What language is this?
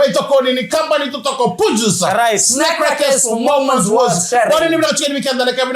Fijian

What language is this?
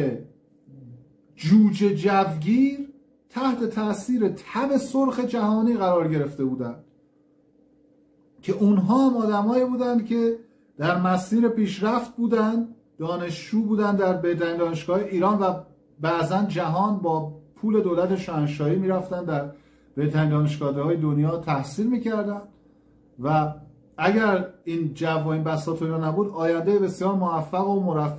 Persian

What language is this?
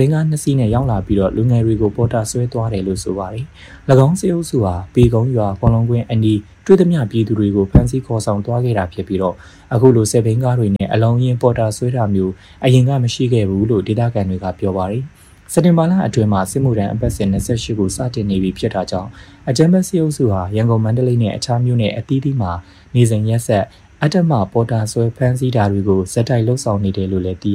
Burmese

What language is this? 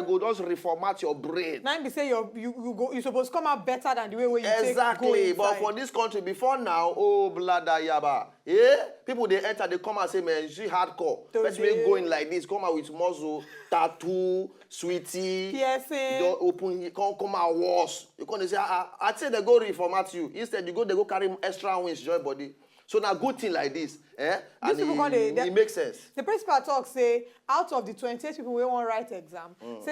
Nigerian Pidgin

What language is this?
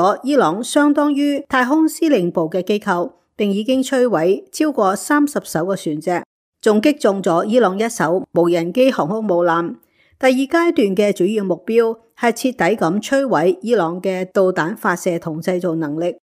Cantonese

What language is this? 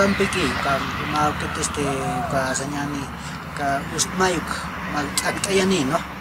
Aymara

